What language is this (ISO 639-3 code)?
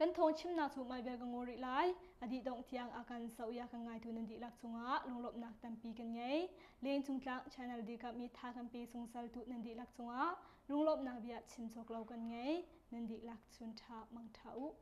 cnh